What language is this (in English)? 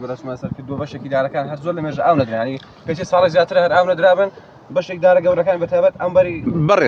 Central Kurdish